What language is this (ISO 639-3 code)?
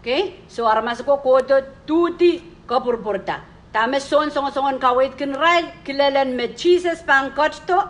pon